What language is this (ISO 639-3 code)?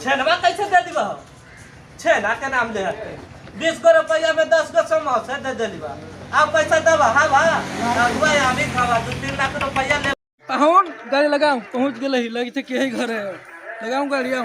mag